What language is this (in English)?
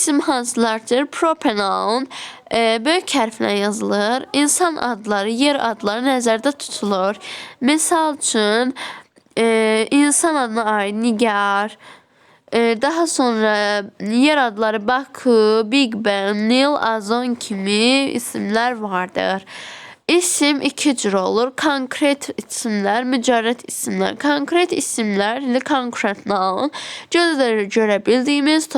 Azerbaijani